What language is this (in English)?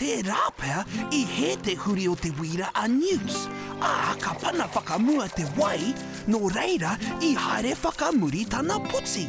Māori